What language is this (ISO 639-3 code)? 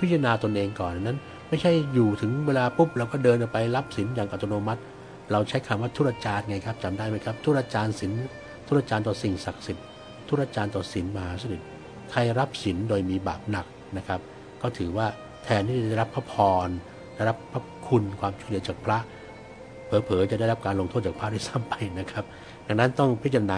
tha